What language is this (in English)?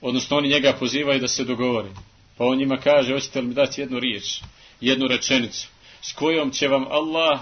Bosnian